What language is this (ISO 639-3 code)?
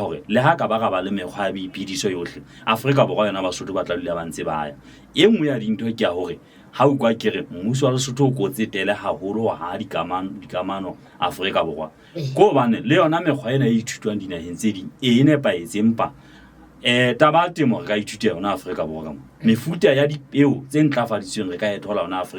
sot